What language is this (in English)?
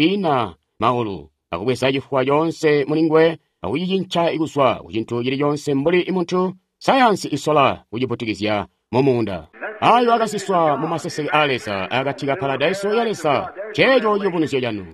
Tonga (Zambia)